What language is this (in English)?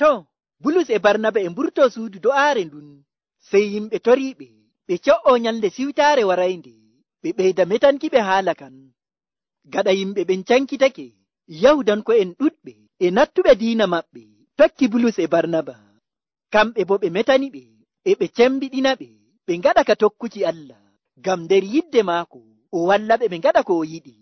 Nigerian Fulfulde